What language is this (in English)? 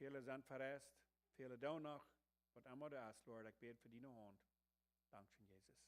Plautdietsch